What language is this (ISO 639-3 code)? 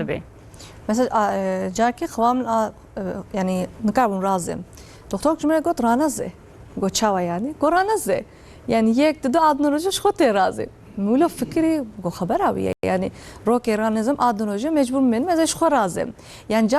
kur